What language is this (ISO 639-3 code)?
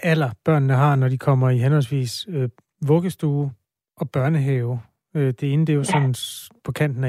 dan